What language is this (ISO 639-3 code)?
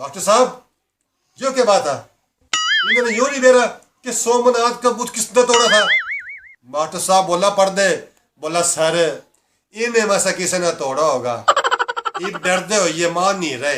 bgc